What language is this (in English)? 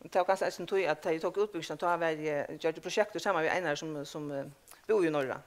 Faroese